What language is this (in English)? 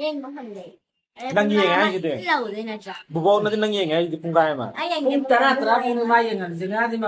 Manipuri